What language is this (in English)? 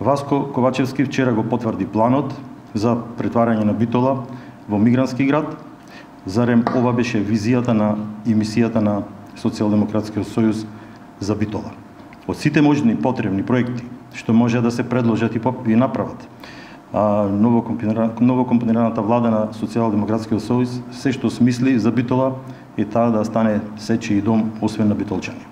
Macedonian